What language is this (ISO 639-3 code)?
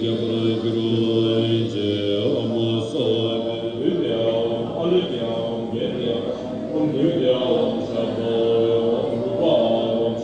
bod